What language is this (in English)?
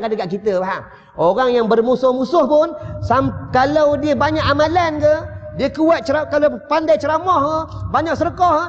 Malay